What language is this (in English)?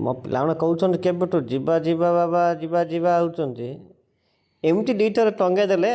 Odia